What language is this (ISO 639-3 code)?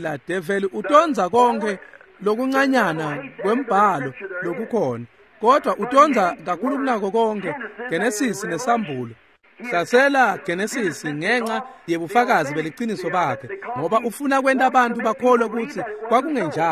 ssw